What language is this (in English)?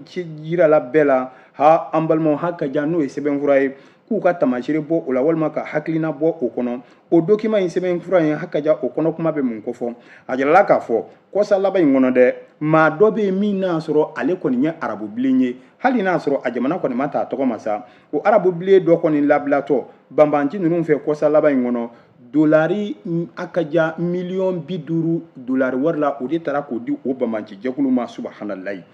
Bambara